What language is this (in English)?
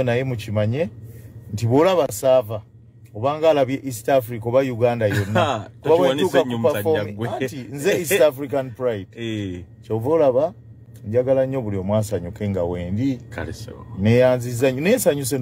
Ganda